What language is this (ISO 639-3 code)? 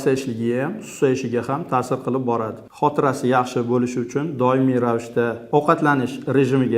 uzb